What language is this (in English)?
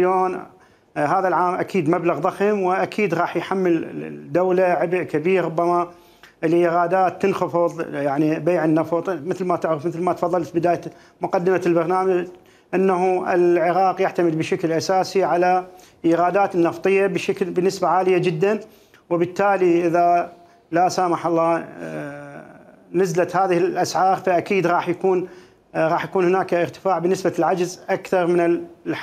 Mesopotamian Arabic